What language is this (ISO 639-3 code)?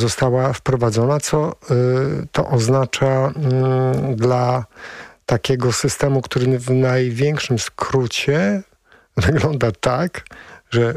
pol